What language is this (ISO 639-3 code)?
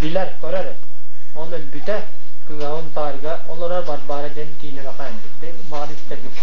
sah